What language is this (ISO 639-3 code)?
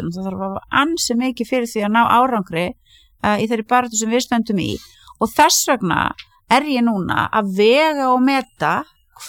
isl